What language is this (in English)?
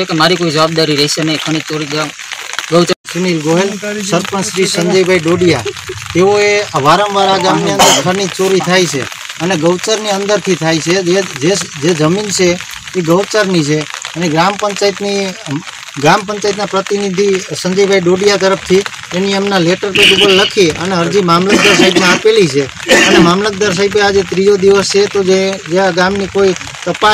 Gujarati